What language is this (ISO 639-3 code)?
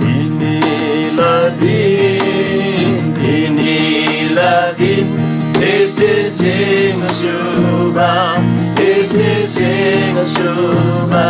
taj